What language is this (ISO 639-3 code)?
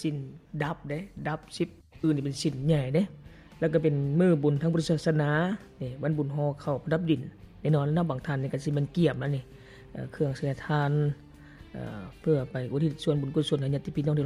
lao